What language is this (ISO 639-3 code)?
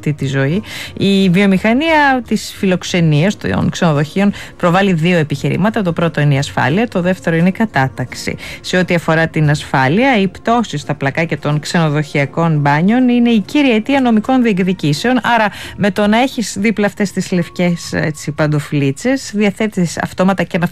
ell